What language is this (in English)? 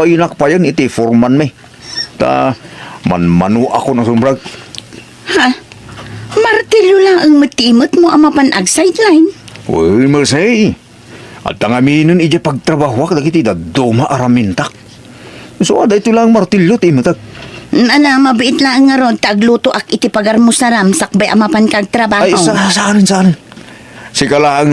Iloko